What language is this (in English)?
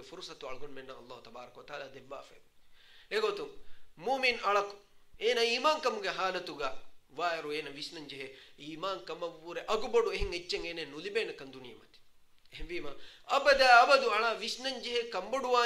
Divehi